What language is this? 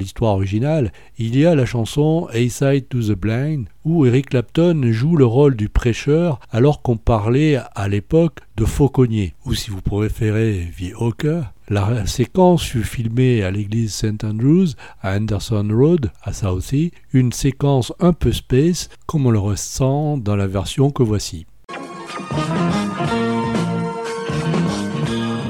French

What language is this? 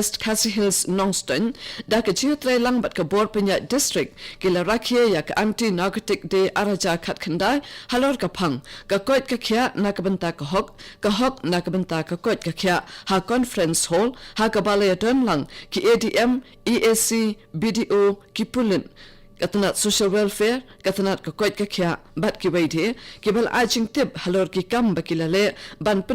Khasi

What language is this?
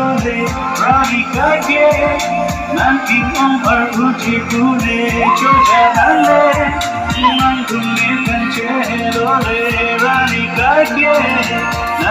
Karbi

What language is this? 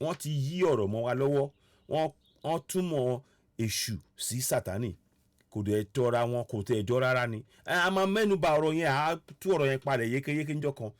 Yoruba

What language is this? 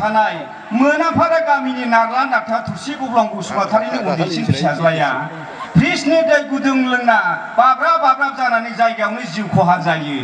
Bodo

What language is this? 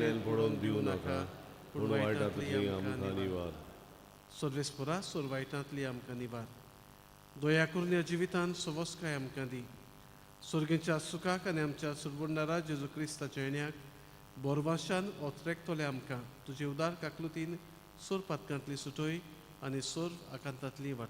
Konkani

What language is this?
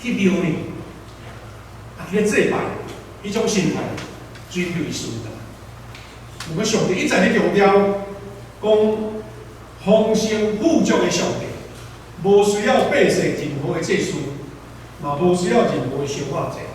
Min Nan Chinese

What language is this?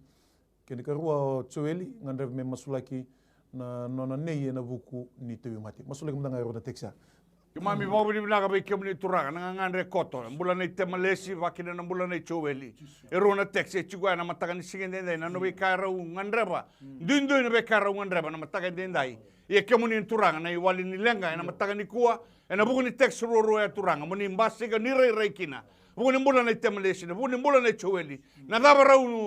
Fijian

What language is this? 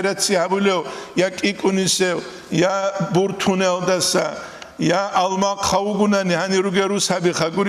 Avaric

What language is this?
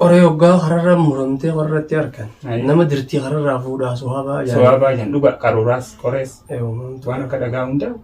Oromo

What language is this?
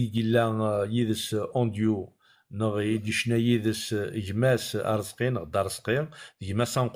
Kabyle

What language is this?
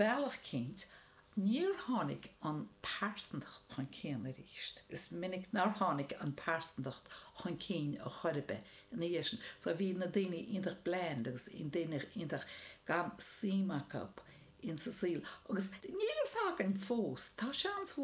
Irish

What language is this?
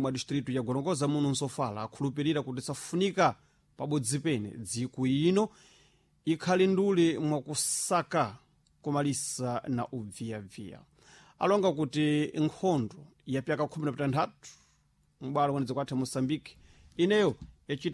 Sena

